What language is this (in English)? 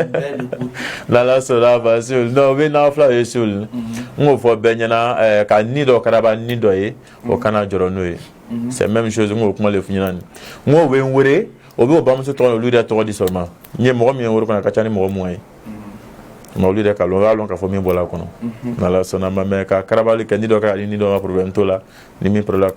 Bambara